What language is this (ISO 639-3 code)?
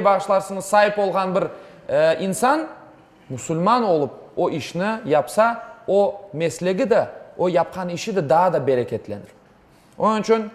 crh